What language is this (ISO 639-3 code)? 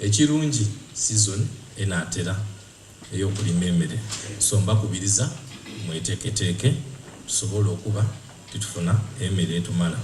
xog